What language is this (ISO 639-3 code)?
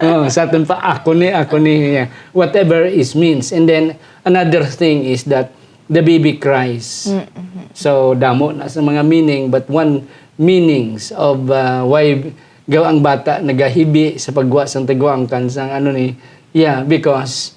hil